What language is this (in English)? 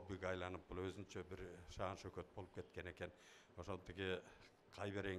Kyrgyz